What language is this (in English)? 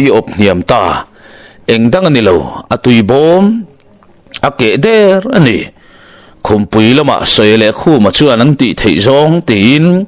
Mizo